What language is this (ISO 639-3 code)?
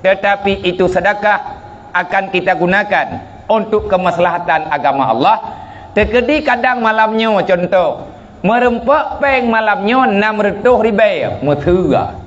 ace